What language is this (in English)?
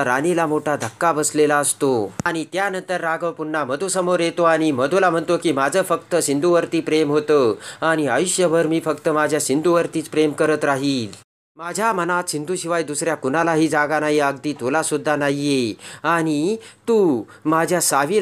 Marathi